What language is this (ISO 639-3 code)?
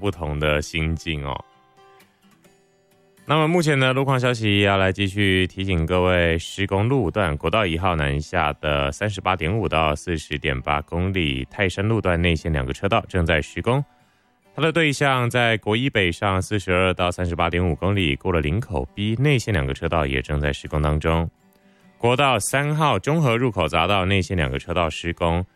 zho